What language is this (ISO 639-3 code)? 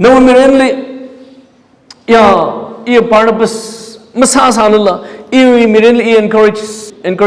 nmf